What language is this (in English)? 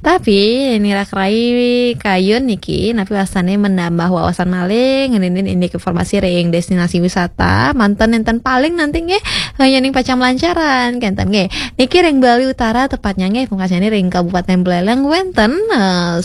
Balinese